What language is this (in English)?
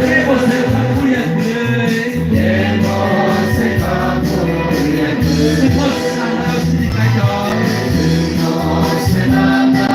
Kok Borok